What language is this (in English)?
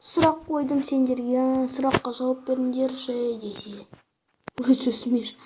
Kazakh